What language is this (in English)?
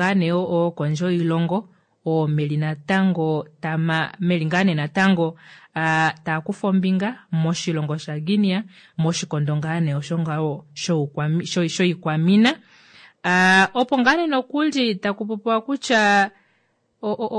Kuanyama